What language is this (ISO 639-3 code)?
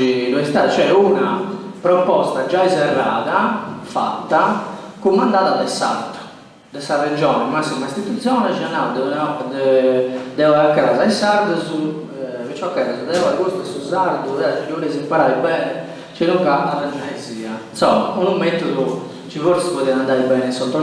srd